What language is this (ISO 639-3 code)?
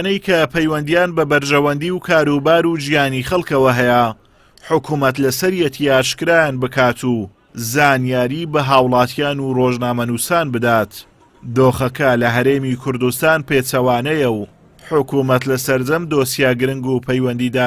ckb